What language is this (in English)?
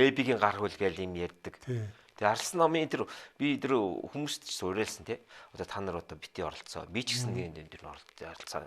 Mongolian